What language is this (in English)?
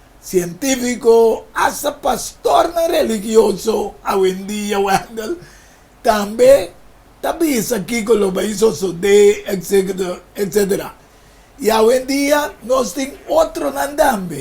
Papiamento